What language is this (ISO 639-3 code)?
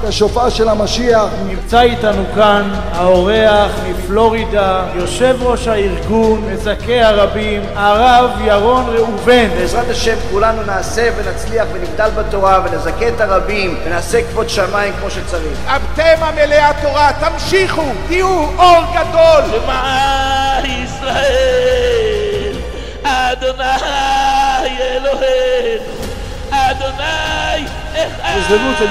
heb